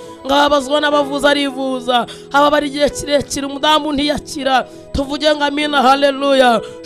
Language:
Kinyarwanda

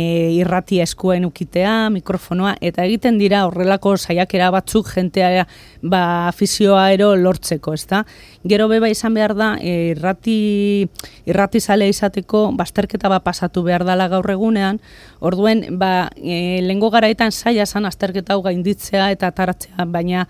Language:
Basque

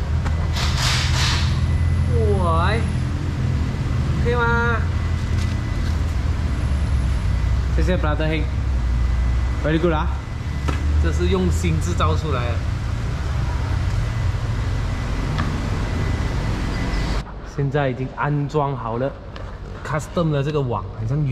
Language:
Chinese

